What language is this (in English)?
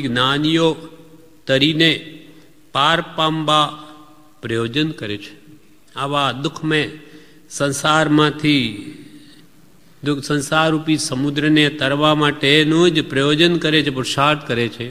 Gujarati